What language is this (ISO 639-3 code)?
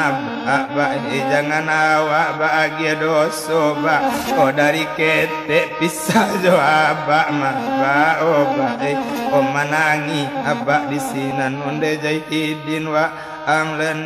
min